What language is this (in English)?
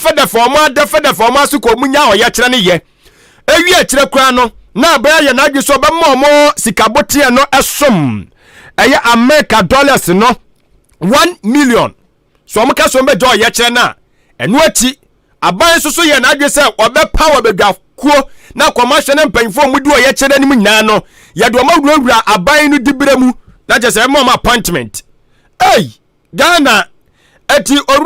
Akan